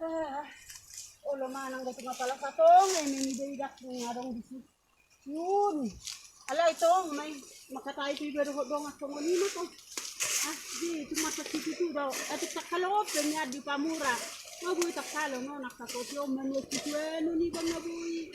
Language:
Batak Toba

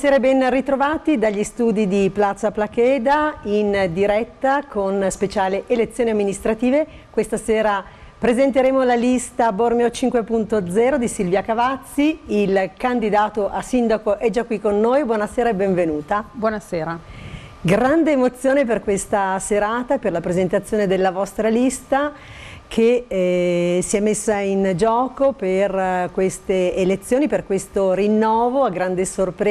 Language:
Italian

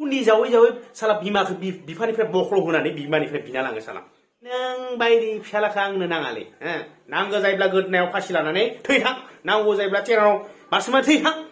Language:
Bodo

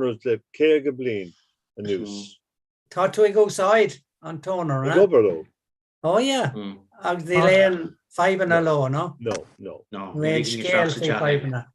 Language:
Irish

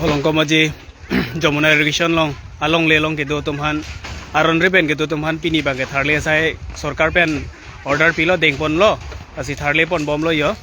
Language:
Karbi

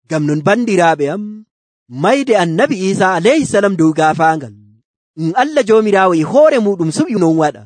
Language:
Nigerian Fulfulde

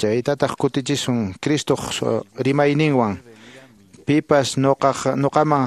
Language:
Quechua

